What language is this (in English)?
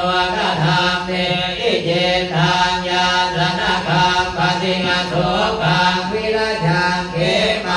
Pali